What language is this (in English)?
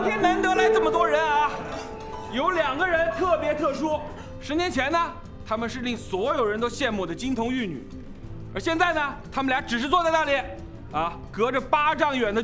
Chinese